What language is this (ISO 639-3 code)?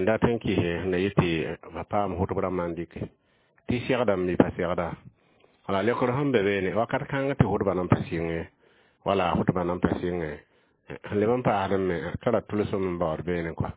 mos